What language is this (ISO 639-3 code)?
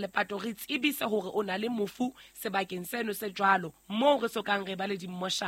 sot